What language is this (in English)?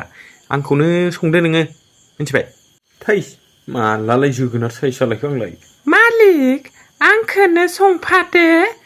Bodo